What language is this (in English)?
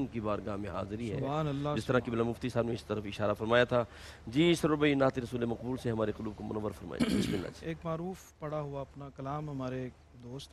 Urdu